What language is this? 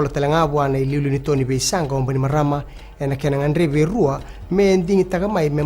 Fijian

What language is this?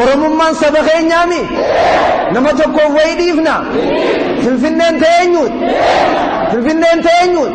Oromo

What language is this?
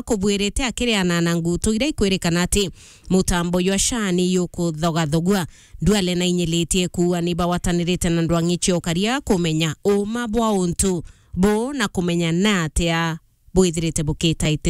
Meru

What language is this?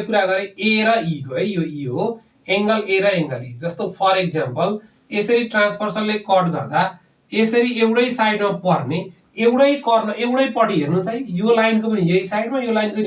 Nepali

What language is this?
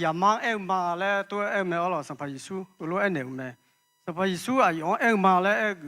Akha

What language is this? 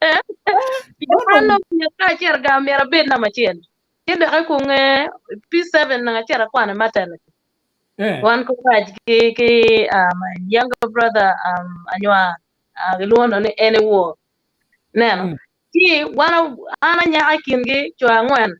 Acoli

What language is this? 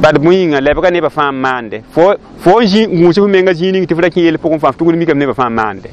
Mossi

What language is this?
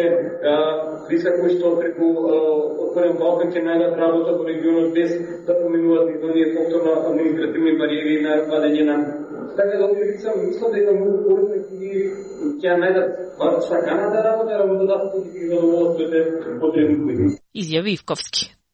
Macedonian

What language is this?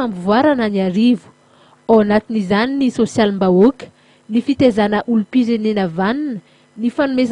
Malagasy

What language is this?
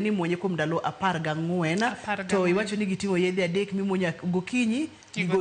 Luo (Kenya and Tanzania)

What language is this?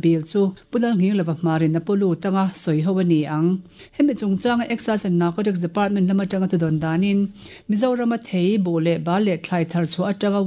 Mizo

